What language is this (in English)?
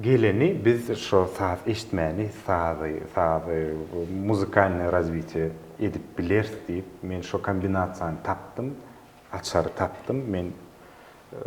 Turkmen